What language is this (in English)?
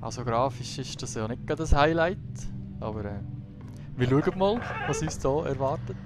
Swiss German